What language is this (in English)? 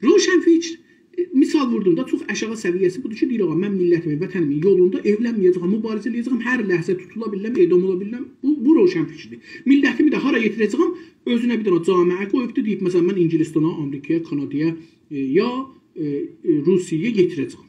South Azerbaijani